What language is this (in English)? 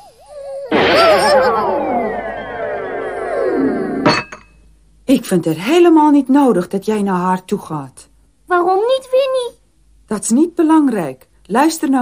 Dutch